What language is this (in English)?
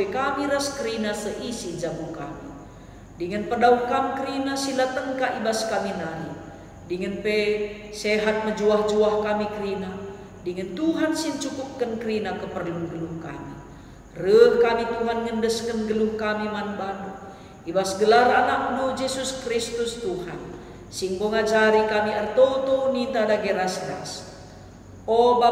Batak Karo